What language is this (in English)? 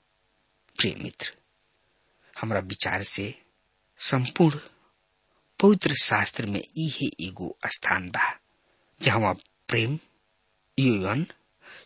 Bhojpuri